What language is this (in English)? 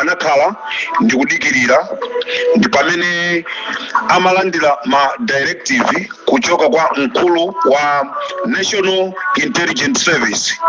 Nyanja